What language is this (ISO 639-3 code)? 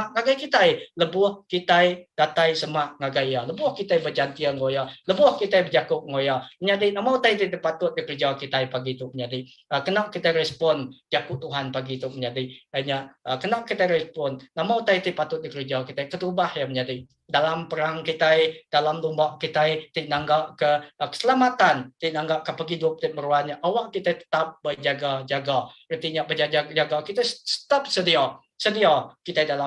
iba